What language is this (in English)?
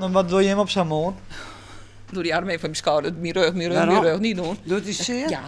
Western Frisian